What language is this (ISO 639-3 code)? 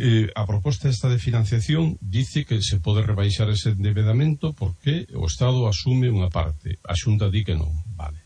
glg